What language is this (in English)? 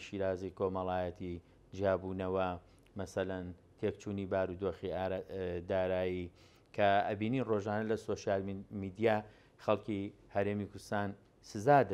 Central Kurdish